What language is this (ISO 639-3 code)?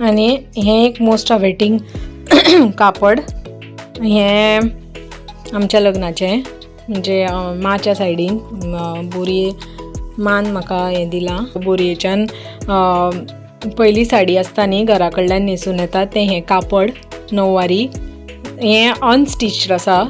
kok